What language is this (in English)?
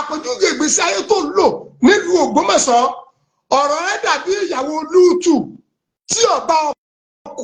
Yoruba